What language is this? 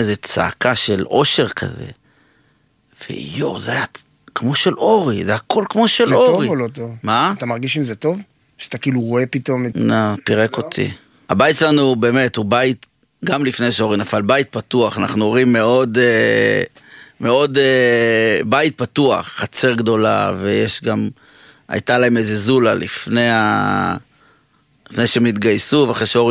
Hebrew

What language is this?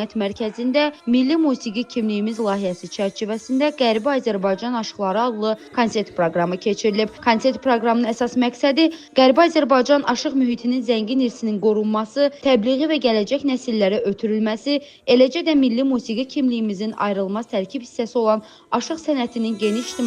Azerbaijani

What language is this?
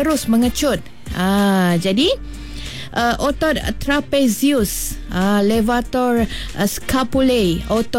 Malay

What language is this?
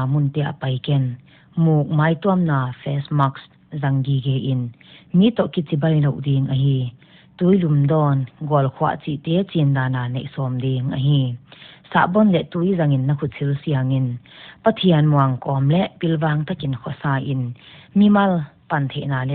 Paite Chin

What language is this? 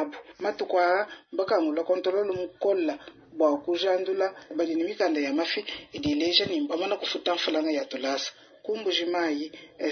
Luba-Lulua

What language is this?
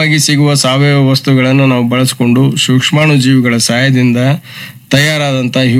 Kannada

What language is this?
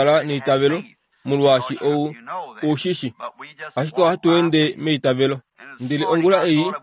Kuanyama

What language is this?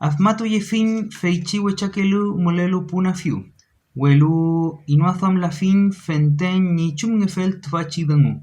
Mapuche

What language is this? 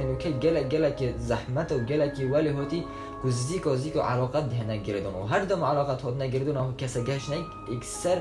Kurdish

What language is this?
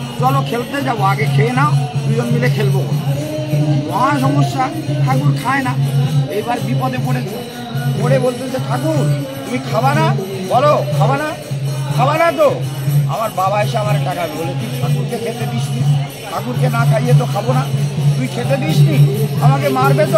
Bangla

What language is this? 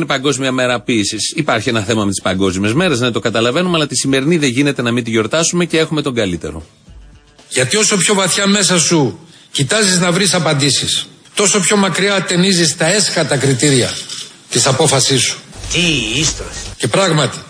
Greek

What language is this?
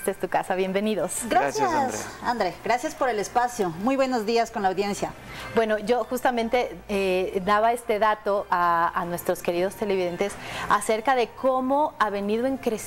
Spanish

